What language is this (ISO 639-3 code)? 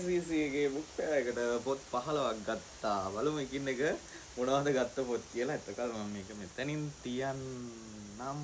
sin